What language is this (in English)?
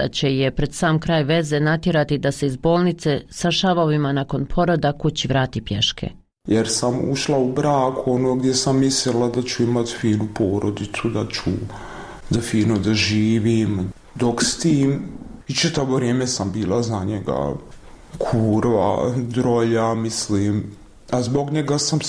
Bosnian